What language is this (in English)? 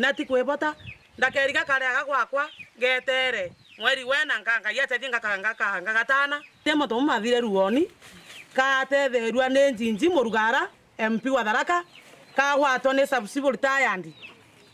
Meru